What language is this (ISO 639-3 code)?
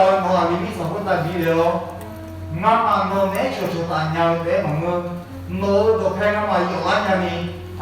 ahk